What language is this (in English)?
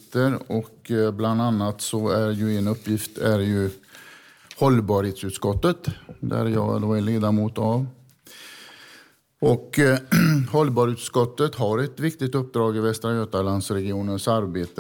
Swedish